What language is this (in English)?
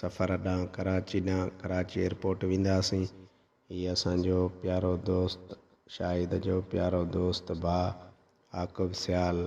Sindhi